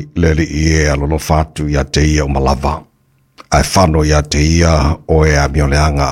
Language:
Samoan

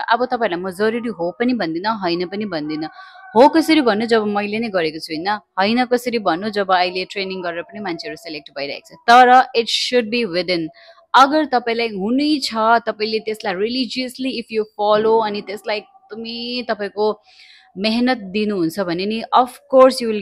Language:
Nepali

